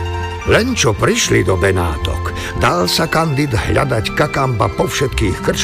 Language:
Slovak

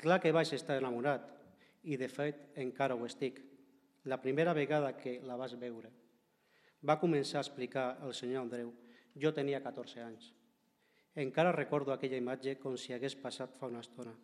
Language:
Catalan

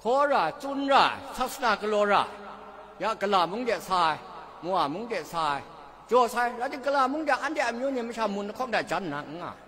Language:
Kachin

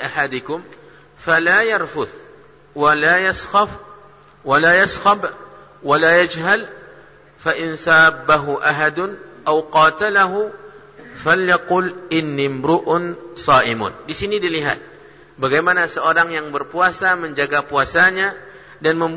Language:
Indonesian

